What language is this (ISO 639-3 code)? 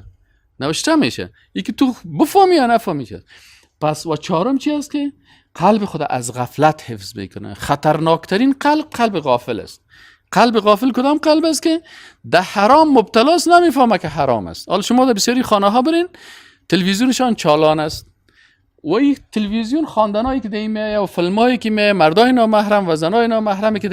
fas